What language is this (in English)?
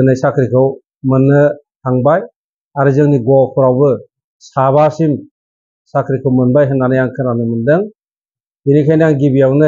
Bodo